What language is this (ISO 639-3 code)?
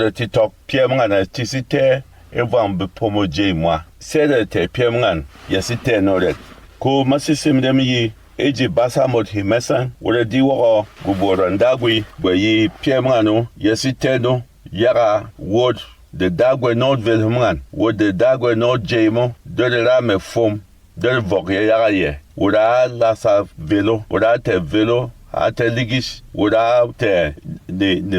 bom